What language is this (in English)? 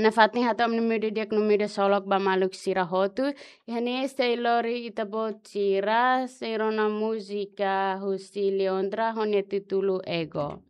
Tetum